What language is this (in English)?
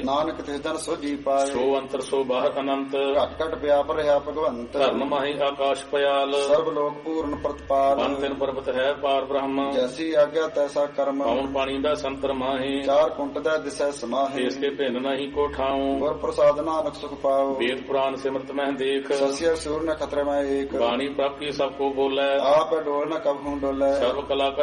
Punjabi